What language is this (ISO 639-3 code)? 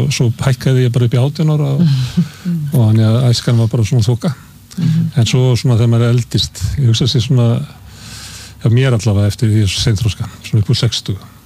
isl